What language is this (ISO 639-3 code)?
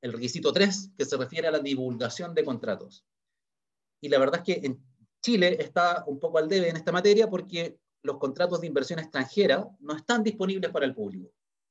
spa